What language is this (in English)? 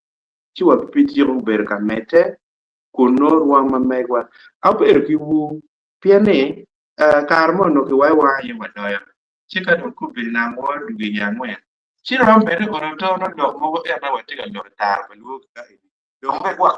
Acoli